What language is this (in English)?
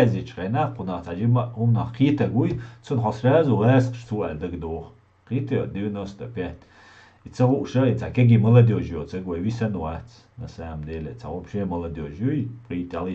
Chechen